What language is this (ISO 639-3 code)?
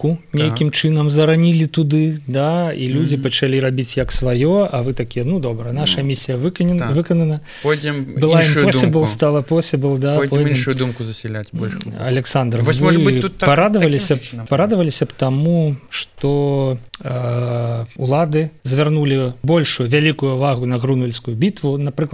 bel